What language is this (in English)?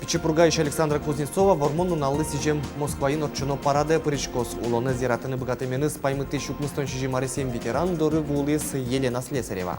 Udmurt